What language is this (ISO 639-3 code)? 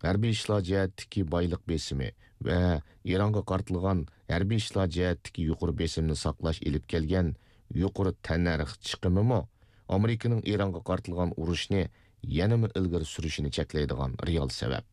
uig